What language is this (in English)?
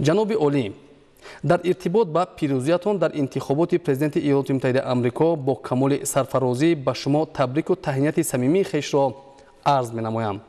Tajik